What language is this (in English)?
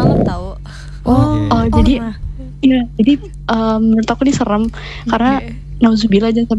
Indonesian